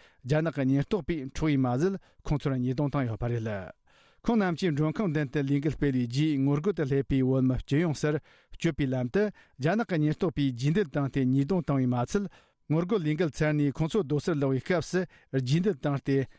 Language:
Tibetan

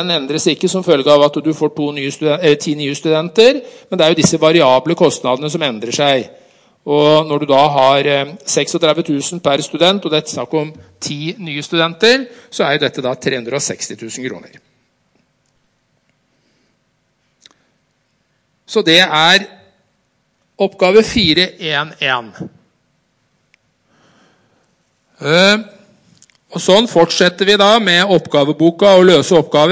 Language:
Norwegian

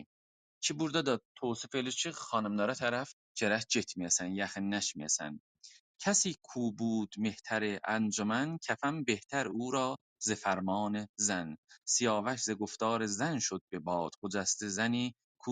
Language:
South Azerbaijani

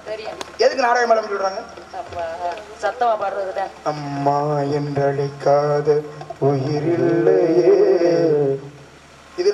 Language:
Tamil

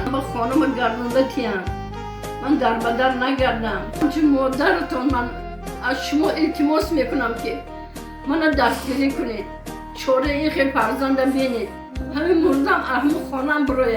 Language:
Tajik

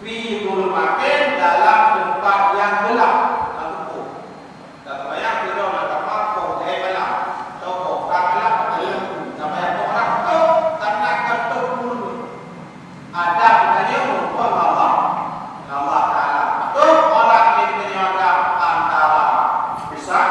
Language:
Achinese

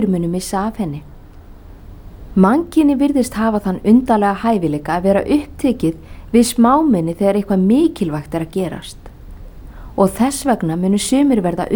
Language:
Icelandic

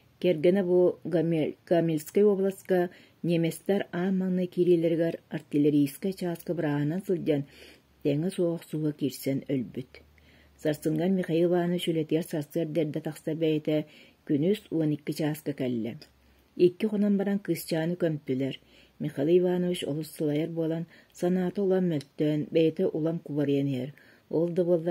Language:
Yakut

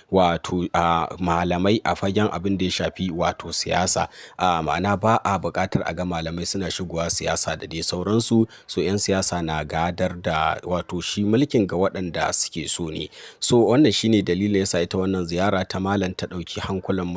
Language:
Hausa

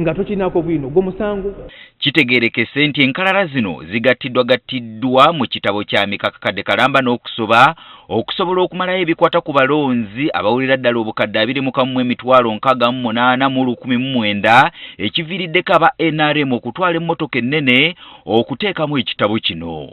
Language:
Ganda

